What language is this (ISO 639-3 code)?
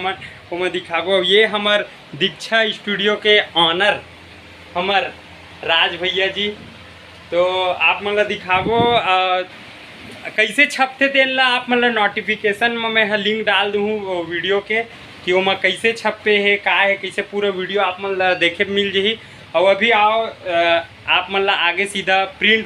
hne